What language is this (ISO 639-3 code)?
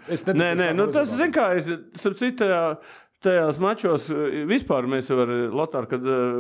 lav